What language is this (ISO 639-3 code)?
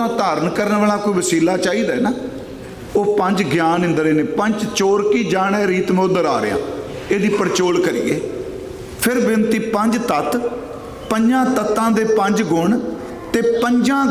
pan